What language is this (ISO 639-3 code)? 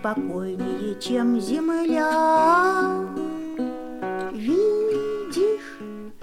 rus